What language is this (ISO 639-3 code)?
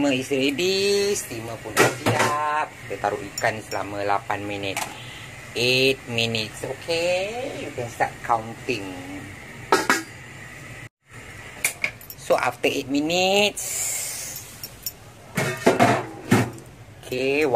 msa